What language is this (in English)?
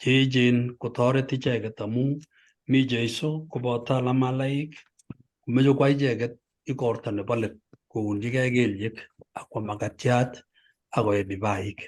Kalenjin